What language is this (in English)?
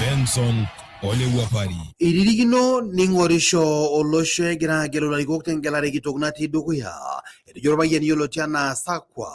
Masai